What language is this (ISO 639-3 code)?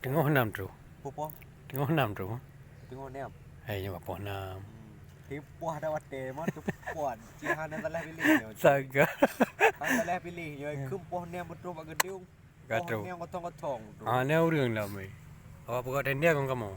ace